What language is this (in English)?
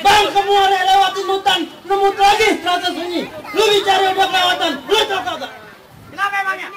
Betawi